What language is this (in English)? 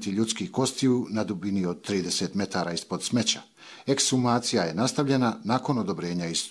Bosnian